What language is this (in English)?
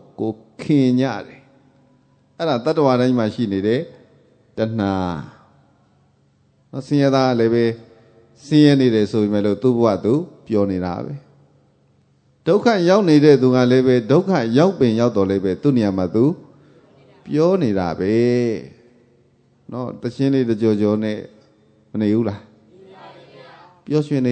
Burmese